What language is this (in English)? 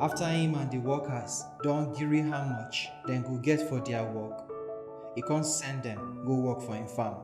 Nigerian Pidgin